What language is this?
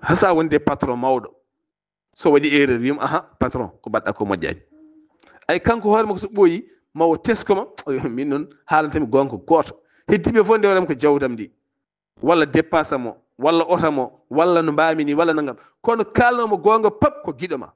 Fula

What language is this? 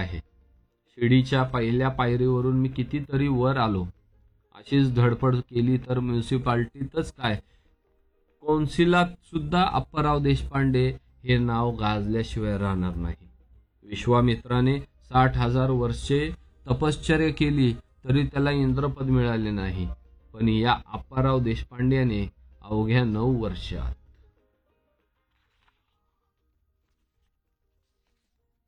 Marathi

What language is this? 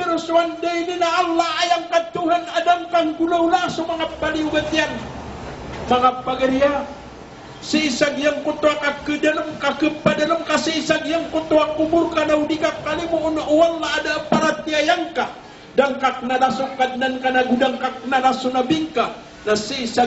Maranao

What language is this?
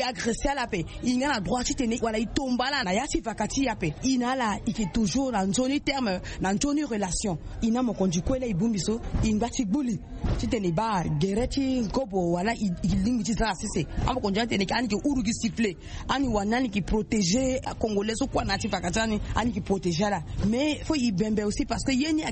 Sango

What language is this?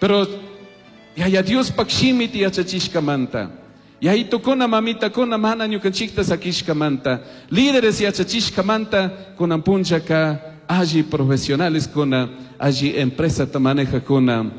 Chimborazo Highland Quichua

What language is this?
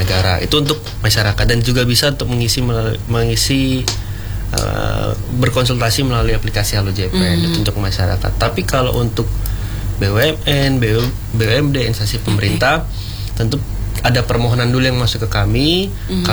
Indonesian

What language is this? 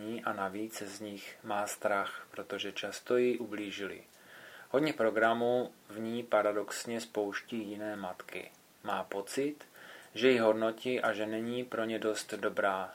Czech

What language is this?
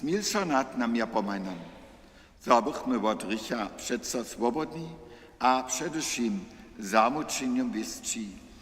Upper Sorbian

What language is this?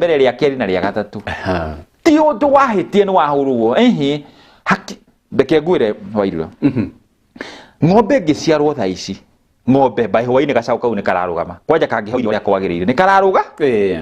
Kikuyu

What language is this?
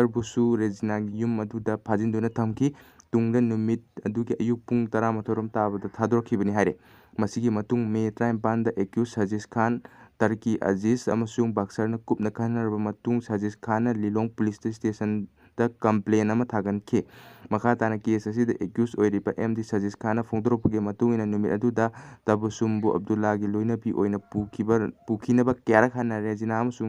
Manipuri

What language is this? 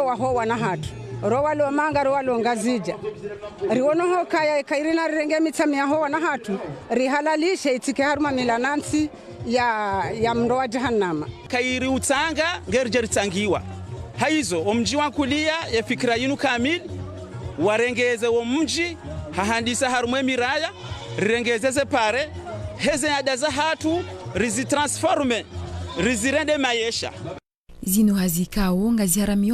Ngazidja Comorian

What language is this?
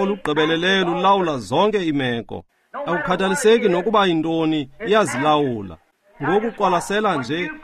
Xhosa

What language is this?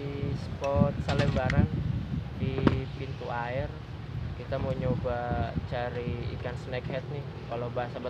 Betawi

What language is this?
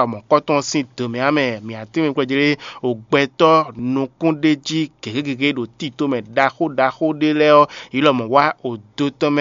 Fon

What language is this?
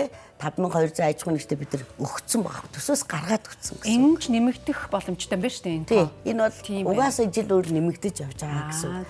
Mongolian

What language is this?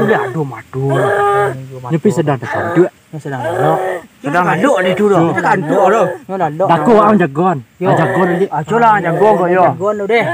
Minangkabau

